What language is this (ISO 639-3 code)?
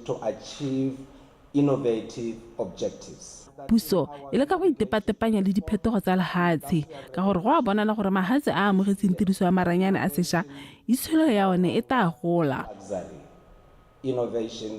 tsn